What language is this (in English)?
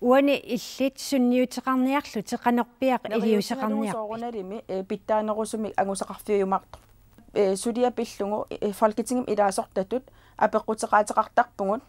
Kalaallisut